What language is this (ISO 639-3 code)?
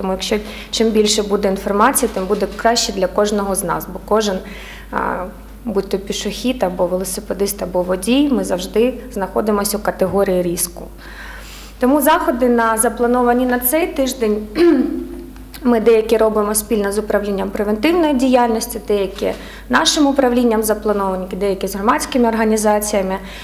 ukr